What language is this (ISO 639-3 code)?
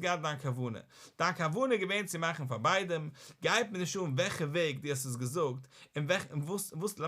yid